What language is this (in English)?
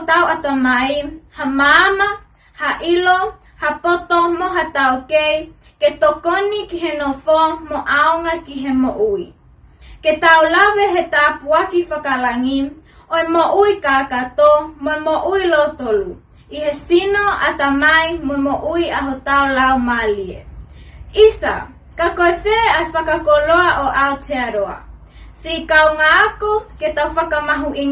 Tongan